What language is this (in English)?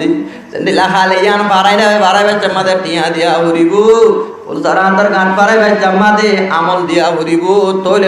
Rohingya